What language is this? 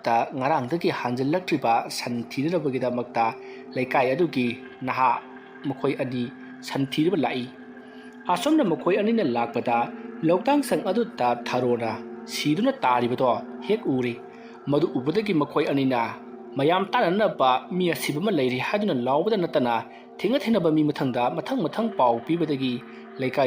Manipuri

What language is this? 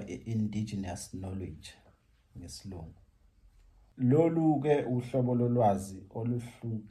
Zulu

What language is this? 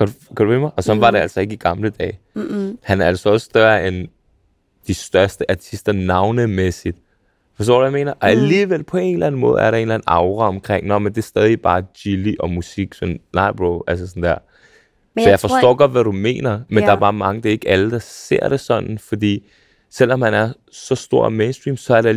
Danish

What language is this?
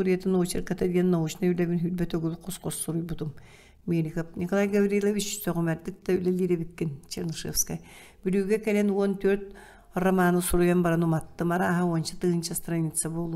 Yakut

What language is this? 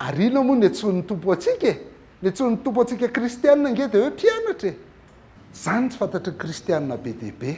Malagasy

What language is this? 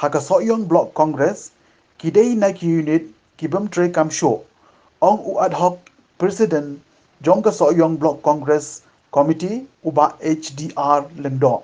Khasi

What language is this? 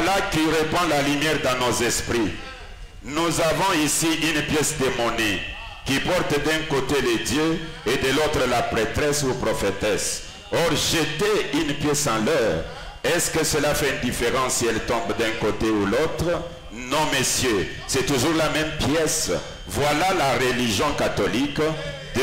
French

